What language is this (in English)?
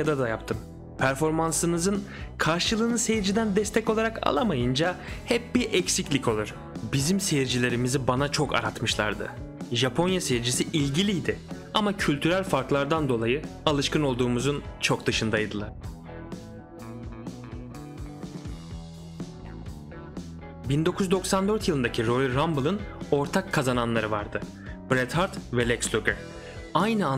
Turkish